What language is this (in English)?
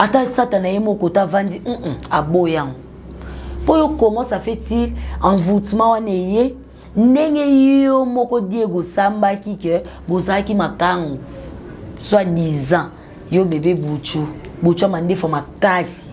Lingala